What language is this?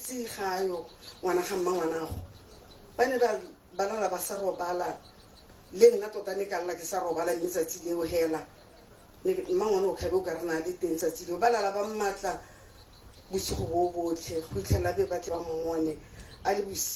Tswana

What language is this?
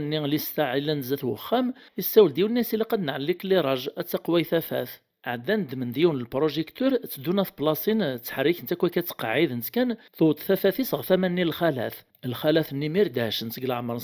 Kabyle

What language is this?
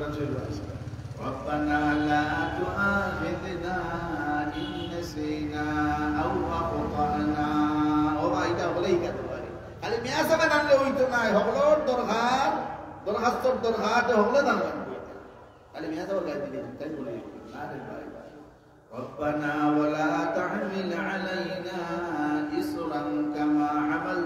Sylheti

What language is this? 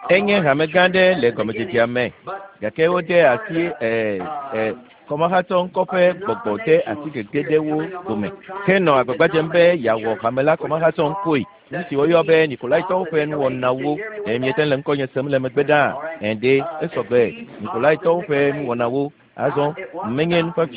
Ewe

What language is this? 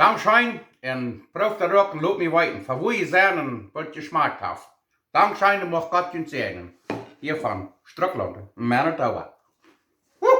Plautdietsch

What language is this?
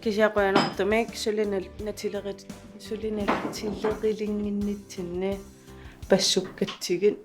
Kalaallisut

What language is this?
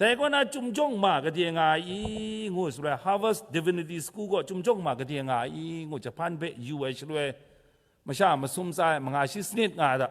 Kachin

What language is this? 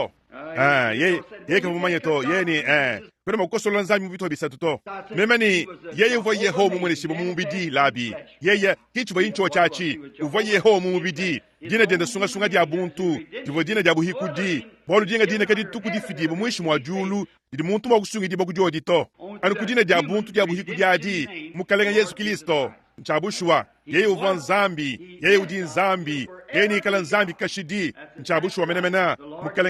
Luba-Lulua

